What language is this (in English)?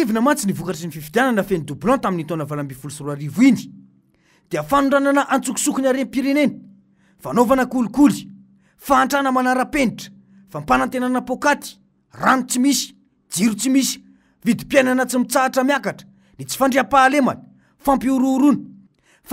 Malagasy